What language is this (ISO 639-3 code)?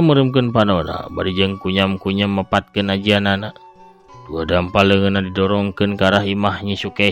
sun